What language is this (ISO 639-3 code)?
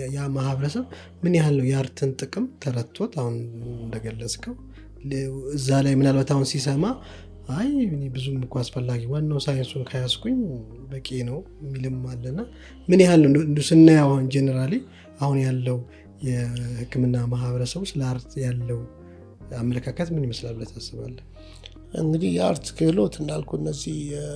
amh